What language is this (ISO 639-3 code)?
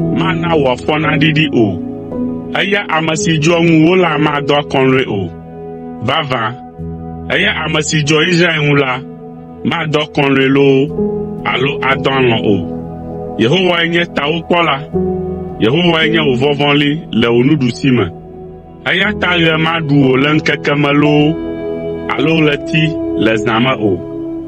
ewe